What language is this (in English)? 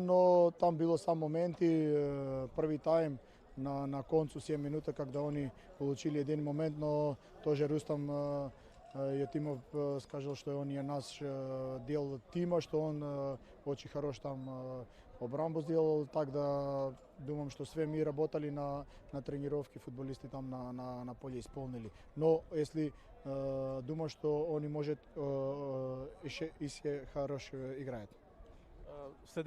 Tajik